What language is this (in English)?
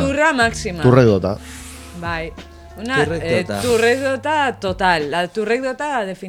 Basque